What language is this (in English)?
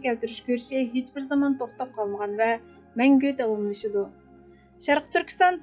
Uyghur